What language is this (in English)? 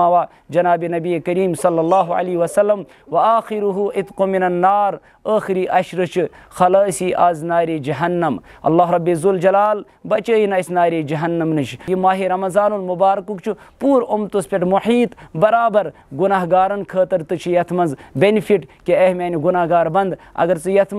Kashmiri